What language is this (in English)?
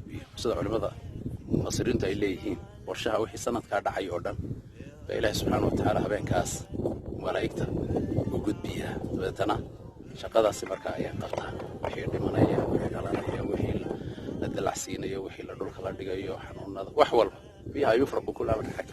Somali